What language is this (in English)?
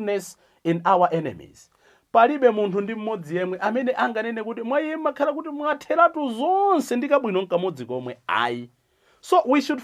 Nyanja